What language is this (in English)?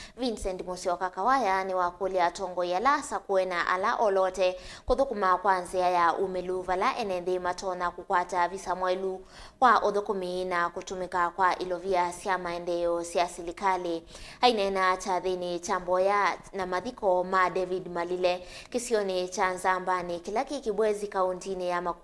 Kamba